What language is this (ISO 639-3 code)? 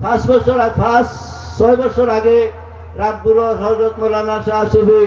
syl